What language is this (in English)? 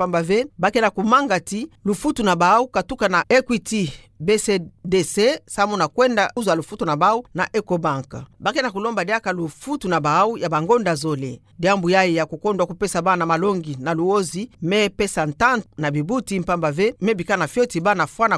Kituba (Democratic Republic of Congo)